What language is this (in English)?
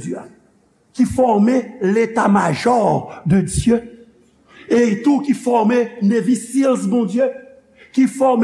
Haitian Creole